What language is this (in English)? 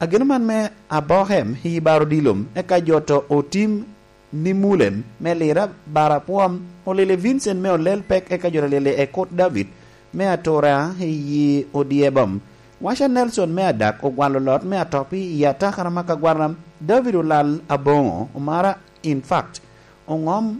Lango (Uganda)